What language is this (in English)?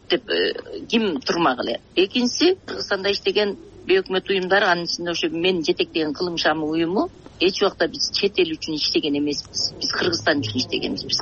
Kyrgyz